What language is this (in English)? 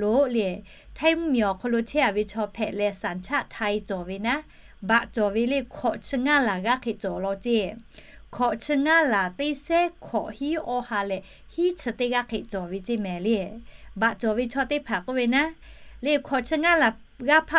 Lahu